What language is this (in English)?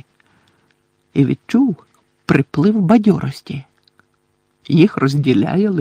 Ukrainian